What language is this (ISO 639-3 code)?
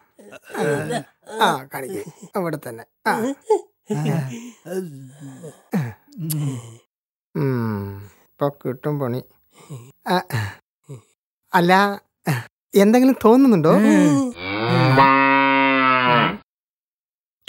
mal